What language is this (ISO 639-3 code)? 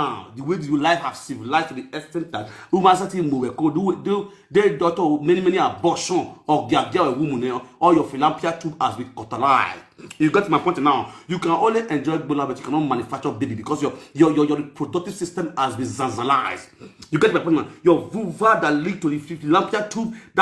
pcm